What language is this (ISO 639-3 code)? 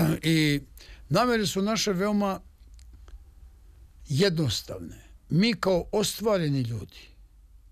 srp